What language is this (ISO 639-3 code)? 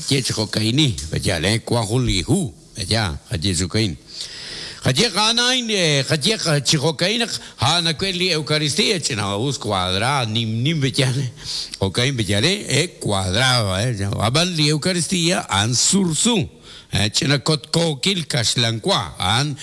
kek